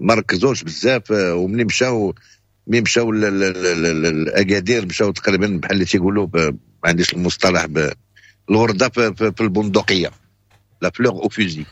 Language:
Moroccan Arabic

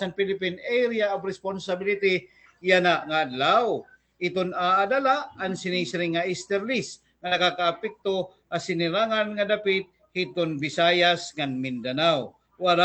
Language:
Waray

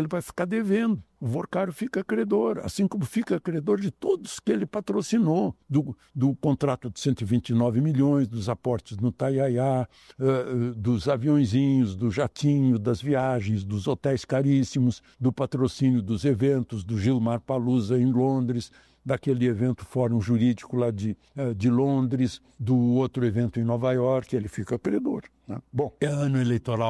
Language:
Portuguese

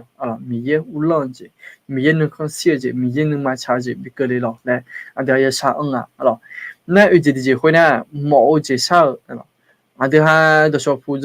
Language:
Akha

